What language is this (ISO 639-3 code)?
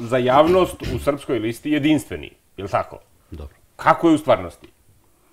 srp